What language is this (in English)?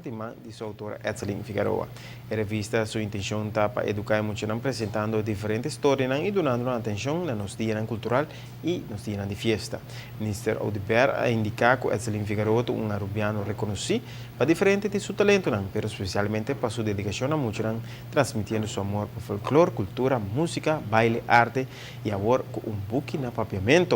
Papiamento